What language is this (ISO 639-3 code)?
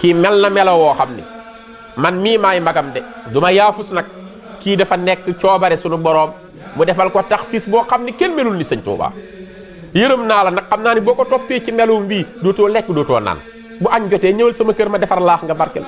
wol